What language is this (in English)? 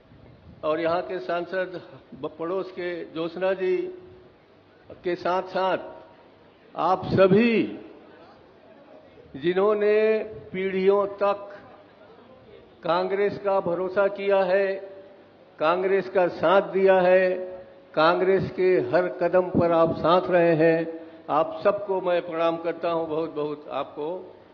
Hindi